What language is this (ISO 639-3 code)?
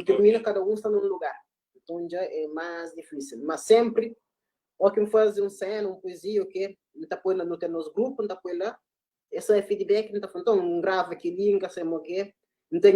kea